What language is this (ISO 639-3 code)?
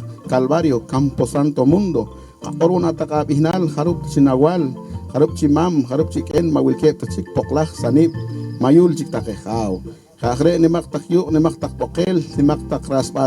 poh